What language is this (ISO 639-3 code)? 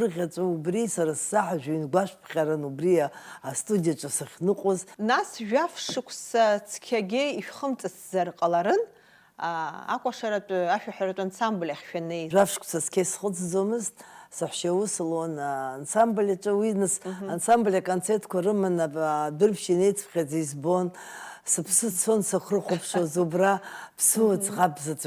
abk